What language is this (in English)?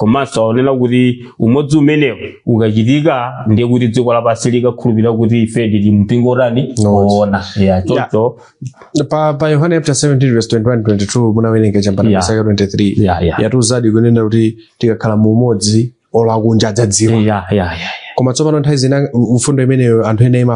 Nyanja